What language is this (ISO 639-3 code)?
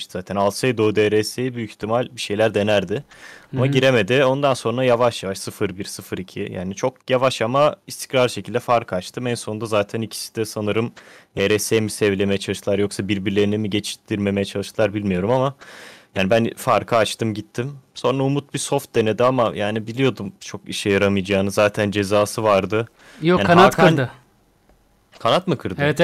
tur